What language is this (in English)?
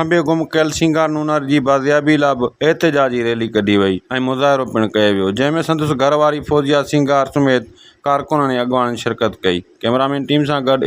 Sindhi